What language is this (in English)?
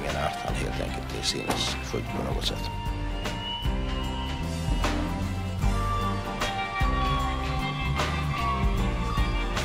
Swedish